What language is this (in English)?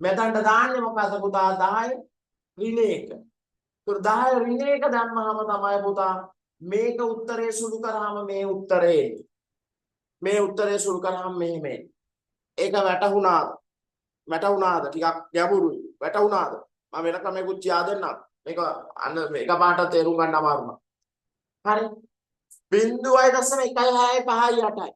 Sinhala